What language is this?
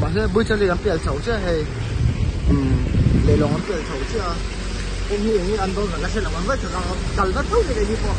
Mizo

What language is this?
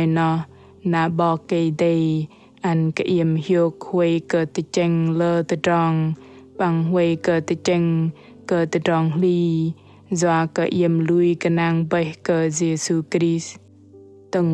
Bahnar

